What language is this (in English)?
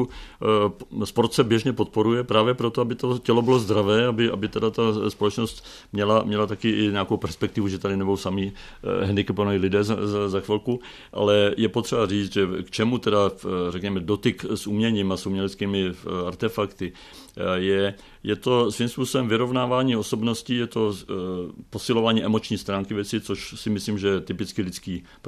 Czech